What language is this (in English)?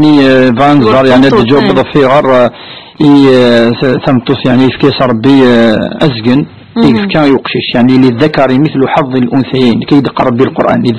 Kabyle